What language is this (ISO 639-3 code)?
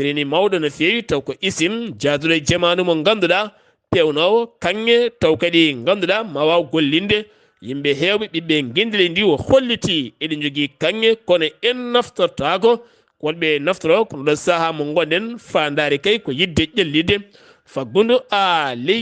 ful